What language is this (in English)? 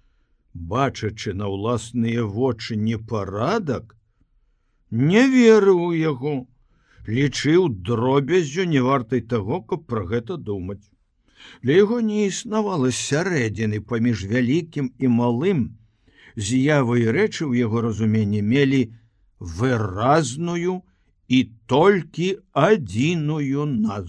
Belarusian